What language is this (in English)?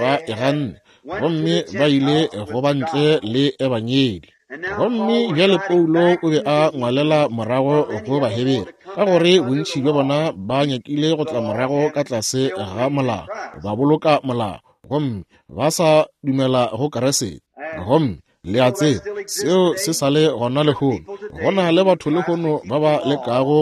Northern Sotho